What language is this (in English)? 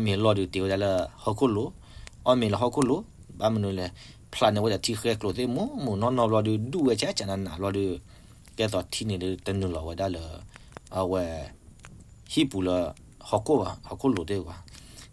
S'gaw Karen